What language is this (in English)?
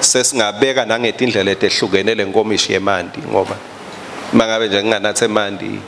Swati